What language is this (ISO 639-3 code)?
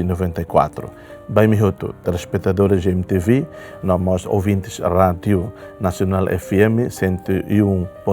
tet